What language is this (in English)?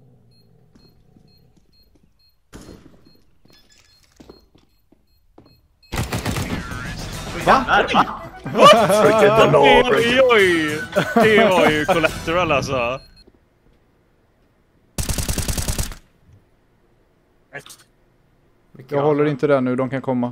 Swedish